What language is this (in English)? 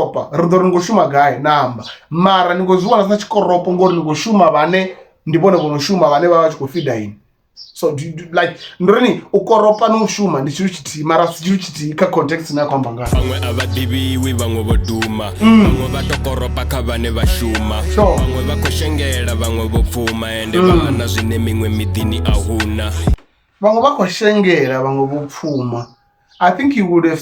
Venda